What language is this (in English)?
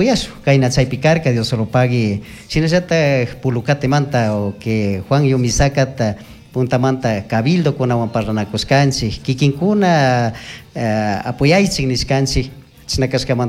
Chimborazo Highland Quichua